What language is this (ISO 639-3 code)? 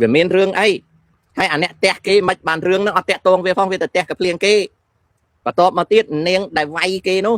khm